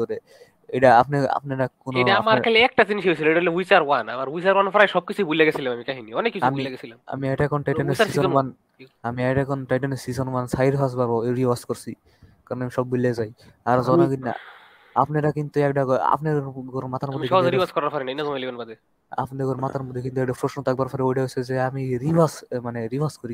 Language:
Bangla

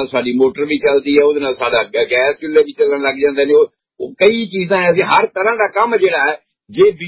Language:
Punjabi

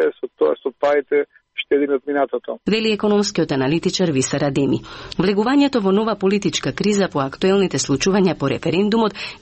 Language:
Macedonian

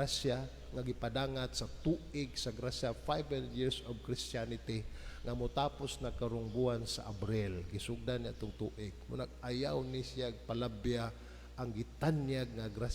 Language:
Cebuano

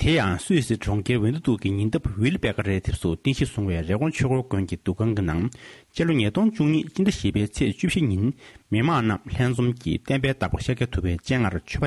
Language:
Tibetan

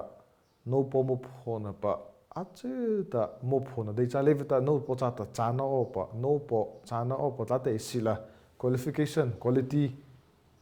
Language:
Mara Chin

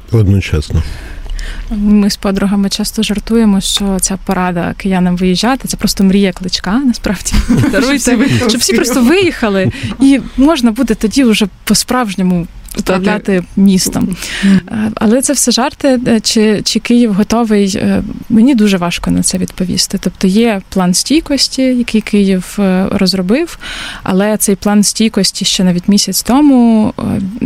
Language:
Ukrainian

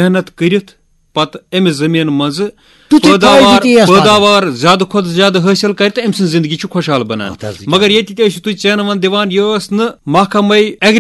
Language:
Kashmiri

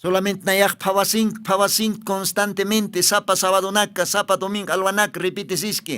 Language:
Aymara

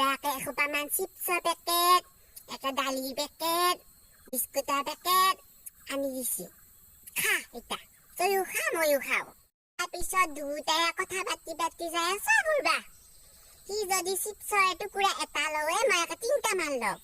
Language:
Assamese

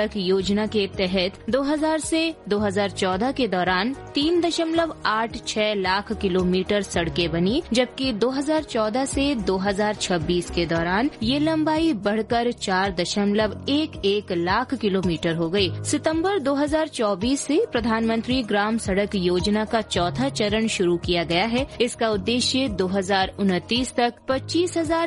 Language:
Hindi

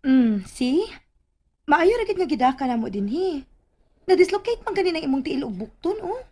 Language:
Cebuano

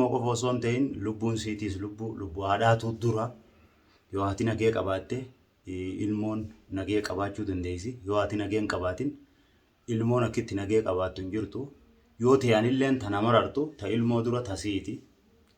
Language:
Oromo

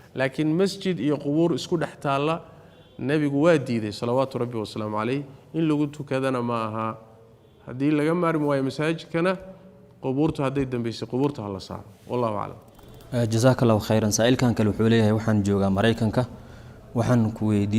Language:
Somali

